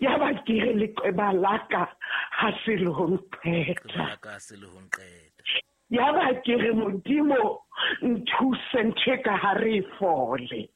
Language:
Southern Sotho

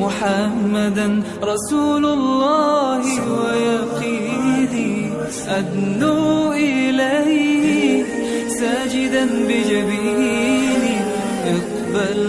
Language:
Malayalam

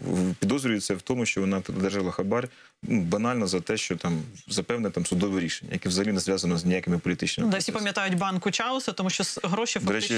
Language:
Ukrainian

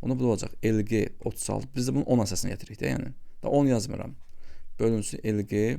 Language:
Azerbaijani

